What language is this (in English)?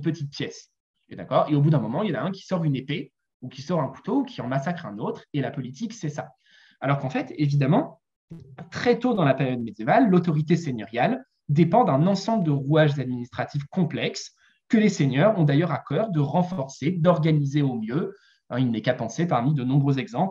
French